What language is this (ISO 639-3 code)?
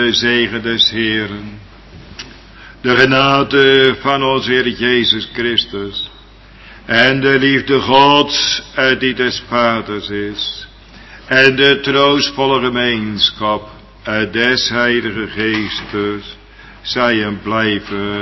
nld